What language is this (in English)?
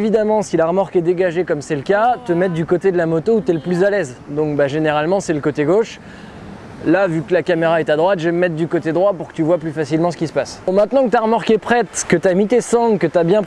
French